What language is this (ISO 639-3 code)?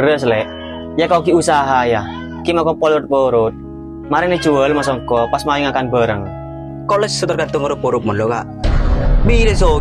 mad